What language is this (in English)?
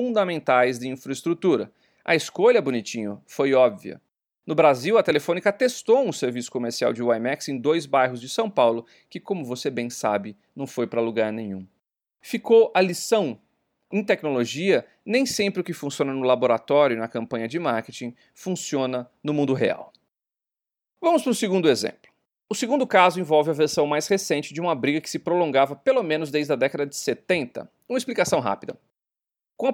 Portuguese